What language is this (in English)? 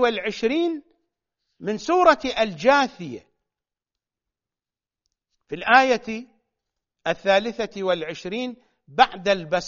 Arabic